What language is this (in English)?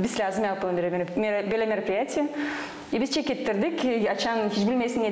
Gagauz